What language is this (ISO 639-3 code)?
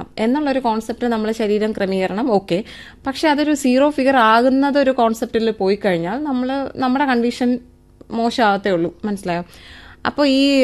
mal